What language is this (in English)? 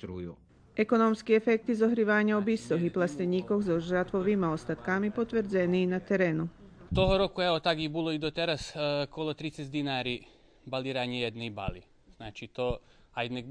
Rusyn